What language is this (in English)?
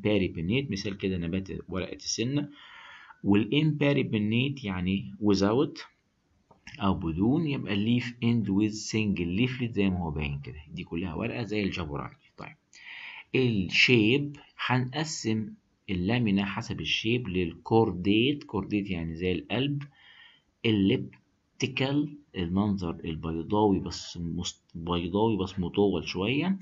Egyptian Arabic